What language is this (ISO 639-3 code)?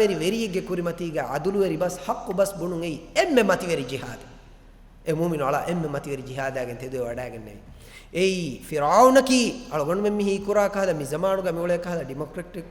div